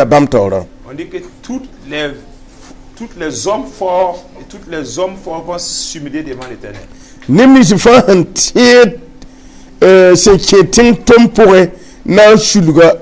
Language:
Mossi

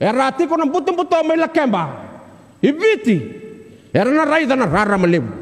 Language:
Fijian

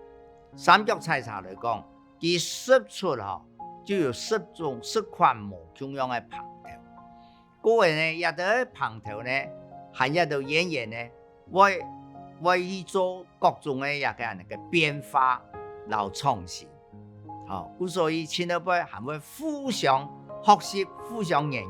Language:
Hakka Chinese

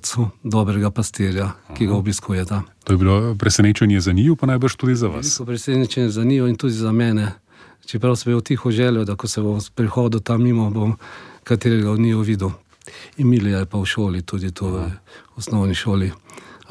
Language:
Slovenian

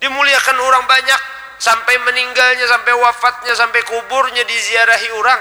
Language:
Banjar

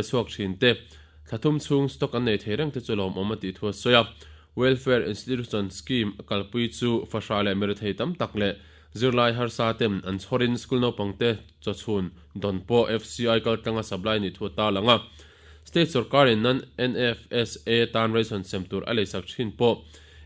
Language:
Mizo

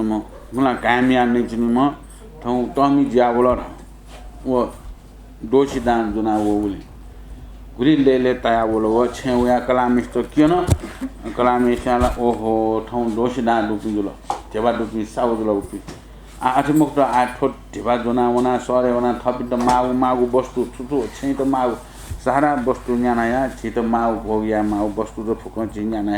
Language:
Newari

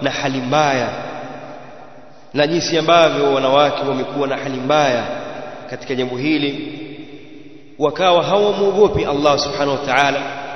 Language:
Swahili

